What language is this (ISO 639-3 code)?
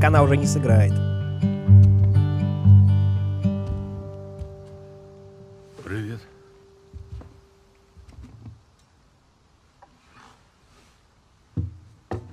rus